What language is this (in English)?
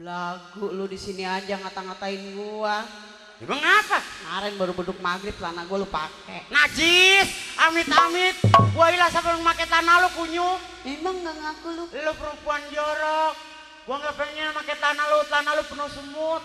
Betawi